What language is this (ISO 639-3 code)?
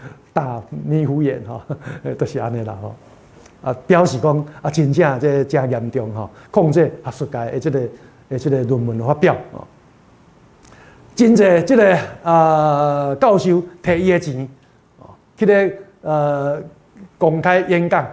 nan